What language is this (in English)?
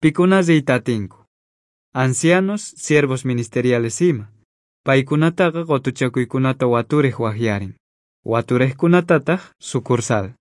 South Bolivian Quechua